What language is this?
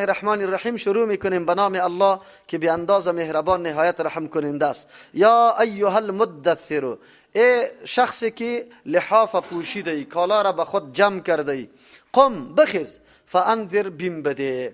Persian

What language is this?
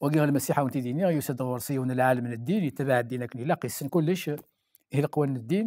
Kabyle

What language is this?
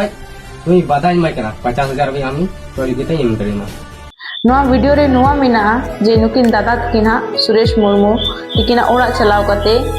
Santali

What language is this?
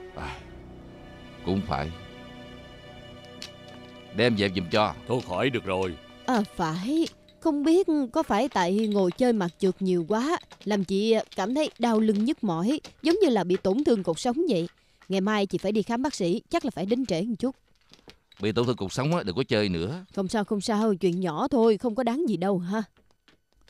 Vietnamese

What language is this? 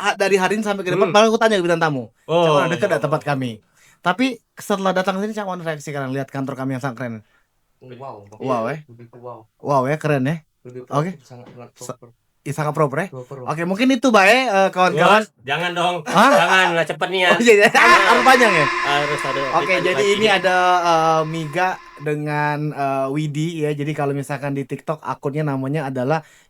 Musi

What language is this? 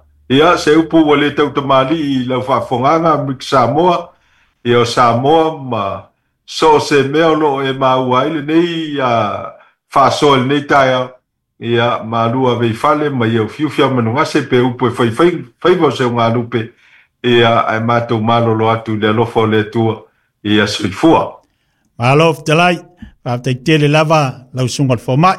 Samoan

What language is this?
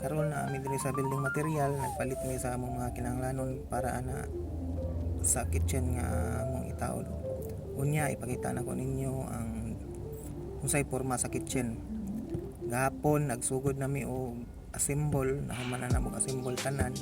Cebuano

